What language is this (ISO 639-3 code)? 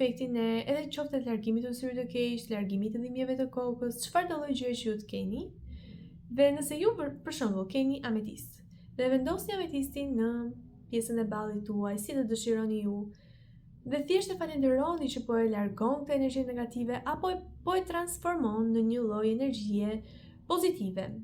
sqi